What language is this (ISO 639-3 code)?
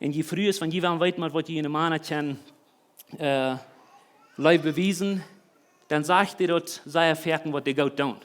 pdt